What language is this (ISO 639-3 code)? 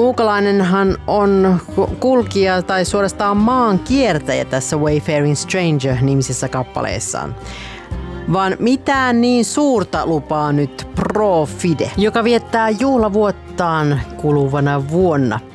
fin